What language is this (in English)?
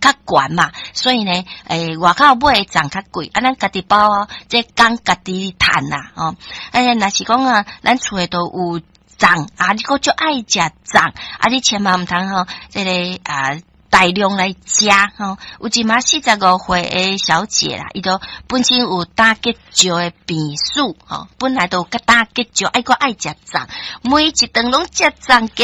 Min Nan Chinese